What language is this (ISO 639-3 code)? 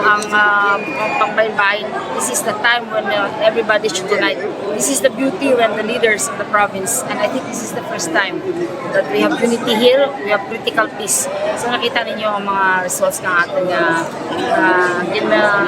hil